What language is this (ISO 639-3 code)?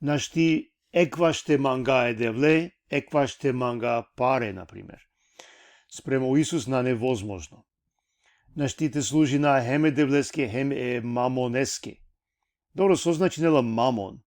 rmn